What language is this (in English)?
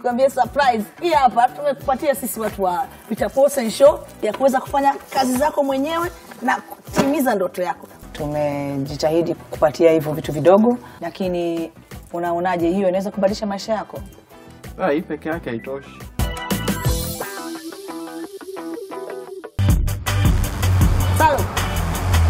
Swahili